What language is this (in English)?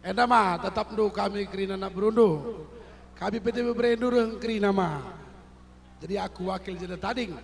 Batak Karo